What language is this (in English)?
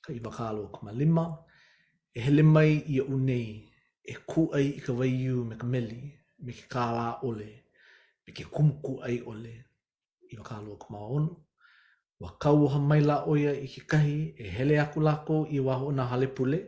Hawaiian